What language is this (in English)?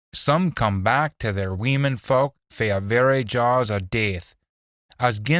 Scots